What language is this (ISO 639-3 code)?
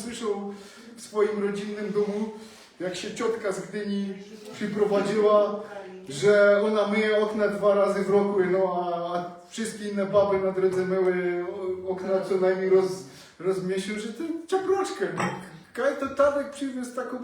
szl